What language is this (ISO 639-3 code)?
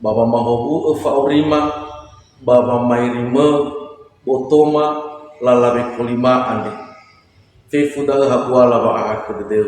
nia